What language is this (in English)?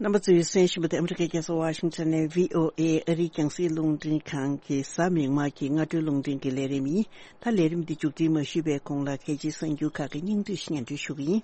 Tibetan